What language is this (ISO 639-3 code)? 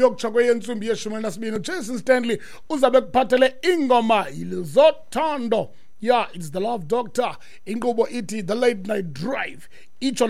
xho